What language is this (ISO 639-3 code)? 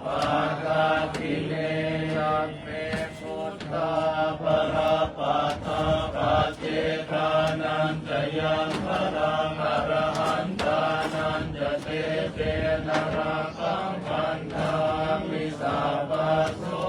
pli